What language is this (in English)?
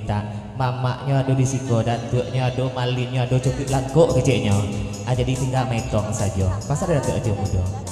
Minangkabau